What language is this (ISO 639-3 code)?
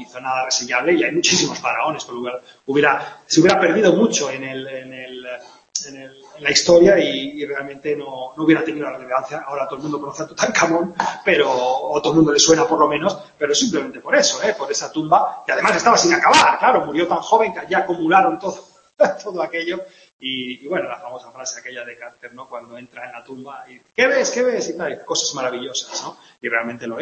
spa